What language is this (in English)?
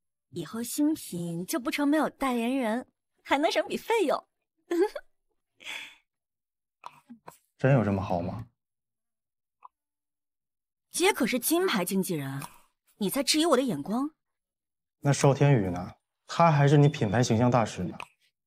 Chinese